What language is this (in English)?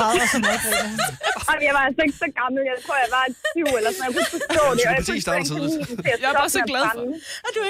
Danish